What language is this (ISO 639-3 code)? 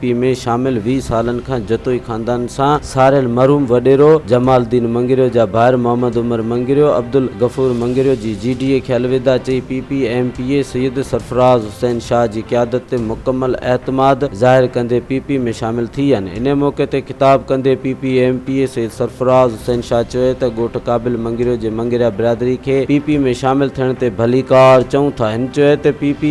snd